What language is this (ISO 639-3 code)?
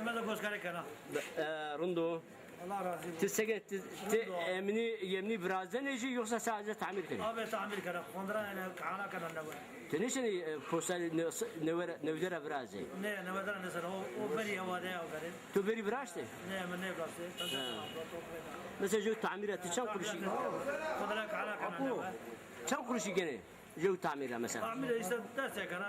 zza